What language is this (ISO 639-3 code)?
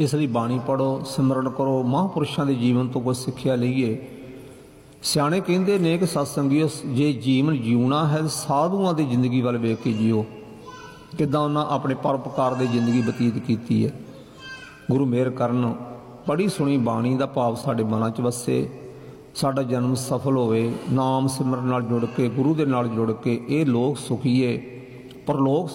pan